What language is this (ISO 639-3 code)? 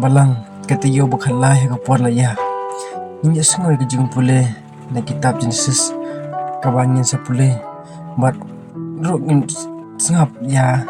kha